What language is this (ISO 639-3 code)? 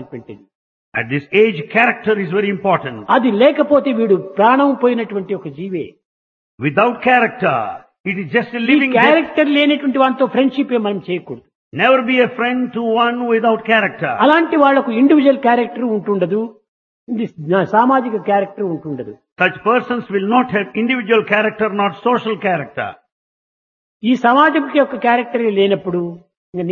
tel